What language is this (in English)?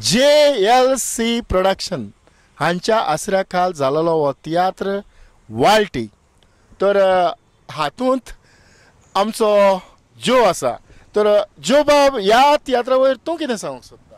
Konkani